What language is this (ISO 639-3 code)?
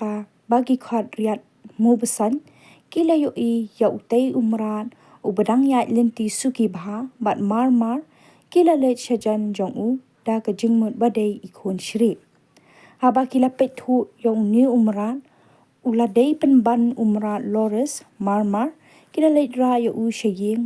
kha